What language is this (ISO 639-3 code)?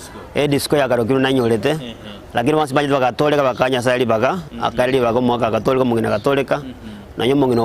guz